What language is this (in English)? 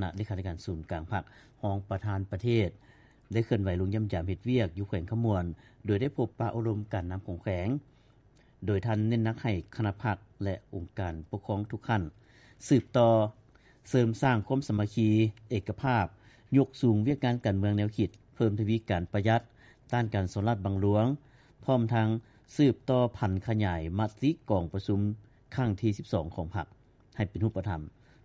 Lao